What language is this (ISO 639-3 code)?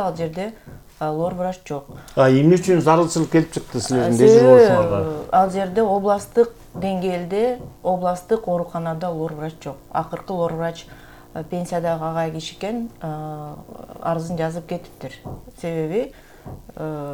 kir